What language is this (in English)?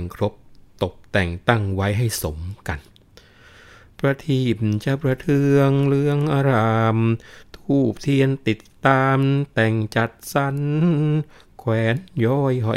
Thai